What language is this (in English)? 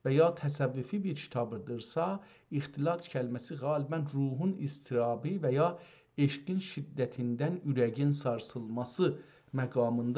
South Azerbaijani